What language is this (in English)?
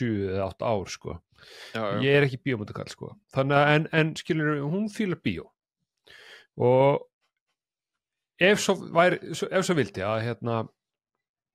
Icelandic